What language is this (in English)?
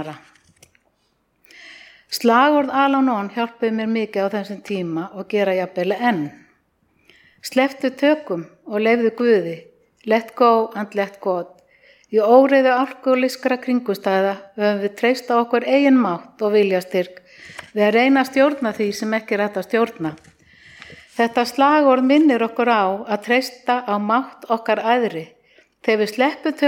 Icelandic